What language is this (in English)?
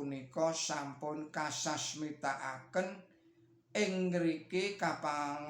Javanese